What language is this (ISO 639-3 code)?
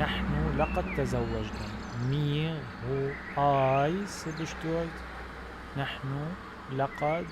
apc